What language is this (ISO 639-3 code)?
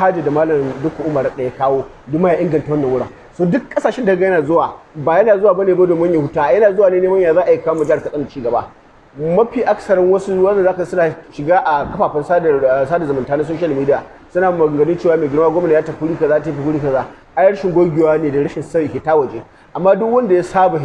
hau